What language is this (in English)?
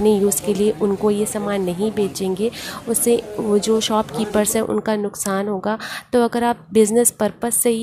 Hindi